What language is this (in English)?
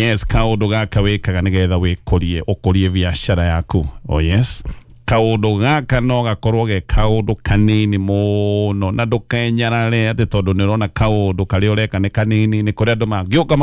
Kikuyu